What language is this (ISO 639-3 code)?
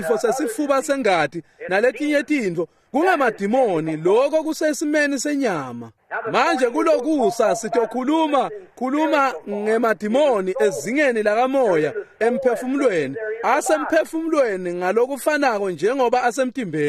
ssw